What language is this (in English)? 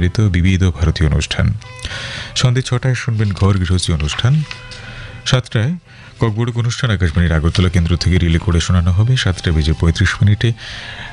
Bangla